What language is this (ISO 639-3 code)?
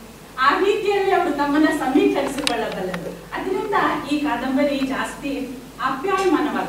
kan